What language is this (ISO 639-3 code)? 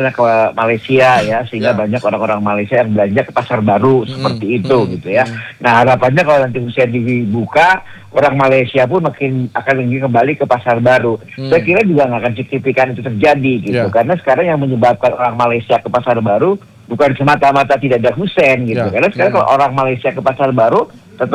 ind